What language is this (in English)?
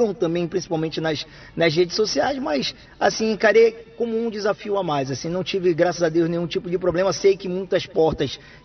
Portuguese